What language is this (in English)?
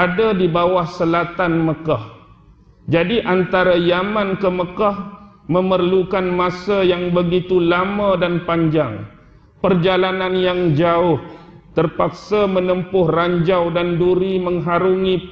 Malay